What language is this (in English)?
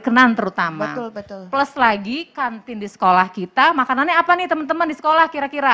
Indonesian